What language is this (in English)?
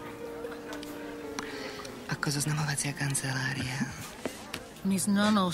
Slovak